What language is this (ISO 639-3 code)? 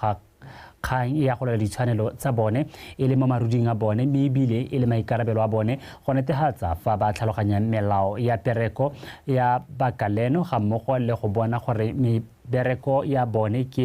tsn